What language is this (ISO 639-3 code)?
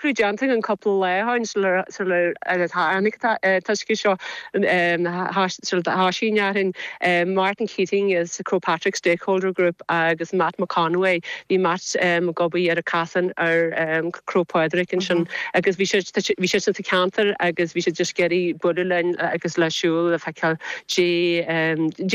gle